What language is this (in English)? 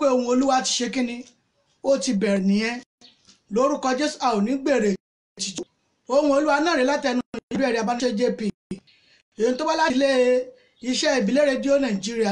Yoruba